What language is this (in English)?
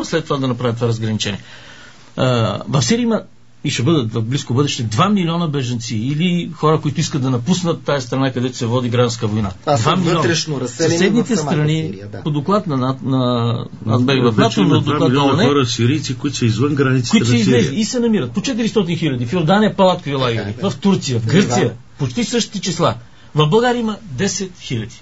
Bulgarian